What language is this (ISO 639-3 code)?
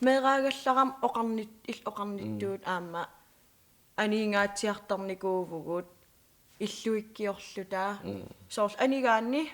kal